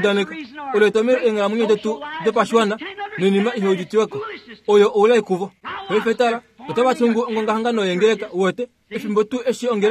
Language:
Kuanyama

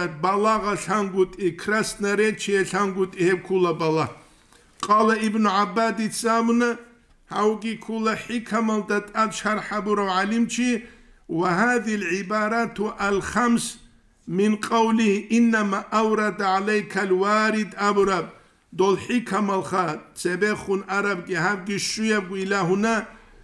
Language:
Avaric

